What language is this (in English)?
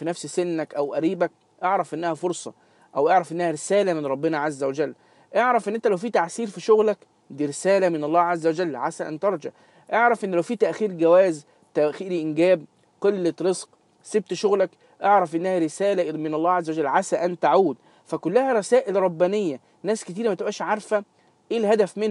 Egyptian Arabic